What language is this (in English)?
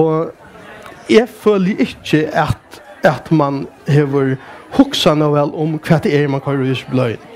Faroese